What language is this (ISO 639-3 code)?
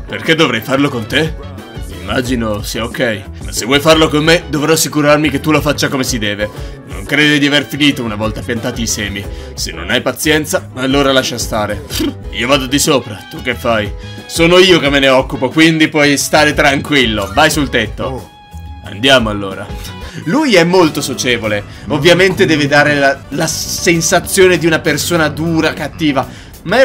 ita